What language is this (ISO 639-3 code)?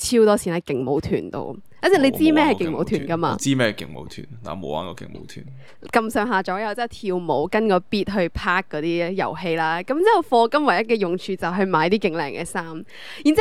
yue